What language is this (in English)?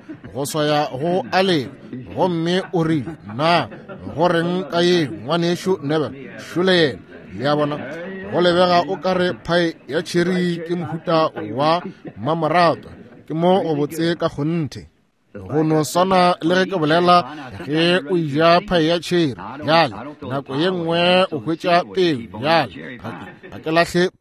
Northern Sotho